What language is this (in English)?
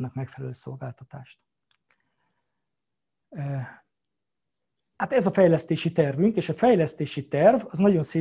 Hungarian